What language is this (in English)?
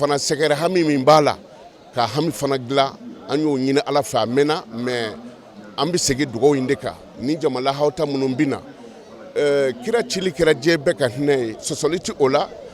Bambara